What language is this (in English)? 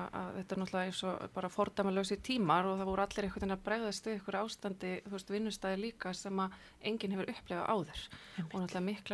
Icelandic